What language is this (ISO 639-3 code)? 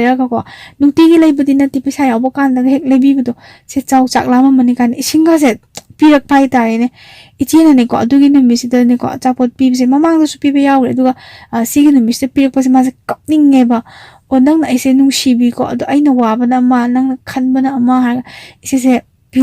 mni